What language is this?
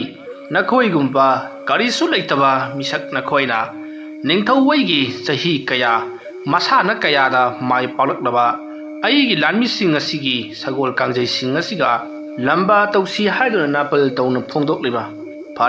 Manipuri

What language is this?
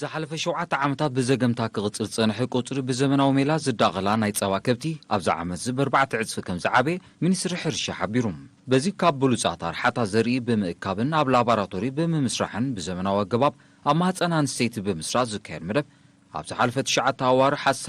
Tigrinya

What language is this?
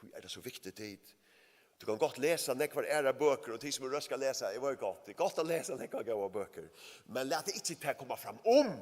Faroese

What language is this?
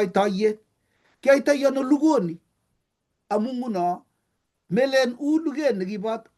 Kalenjin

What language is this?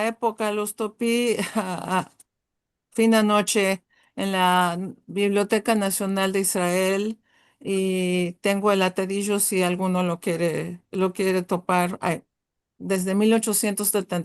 Ladino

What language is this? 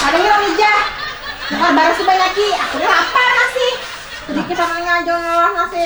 Banjar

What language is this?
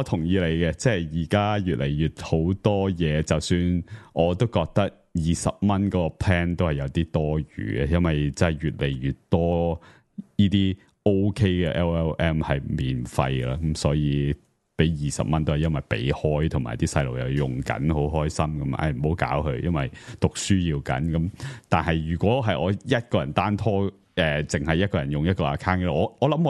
Cantonese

